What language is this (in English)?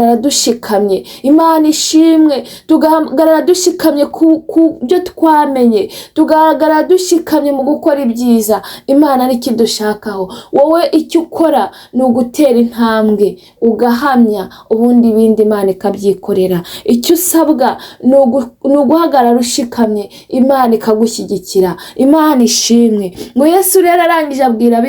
Kinyarwanda